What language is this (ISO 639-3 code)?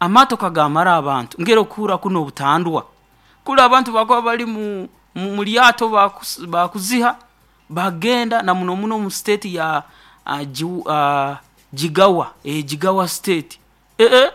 nyo